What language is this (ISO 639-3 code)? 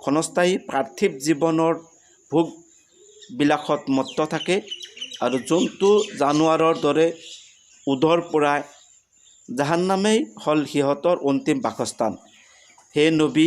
asm